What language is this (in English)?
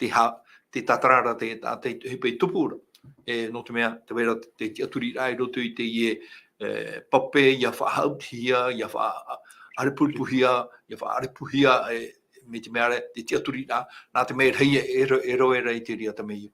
Tahitian